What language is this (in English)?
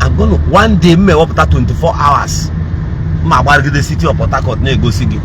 Igbo